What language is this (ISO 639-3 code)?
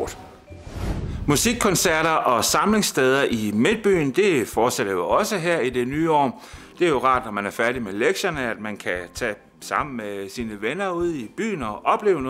dan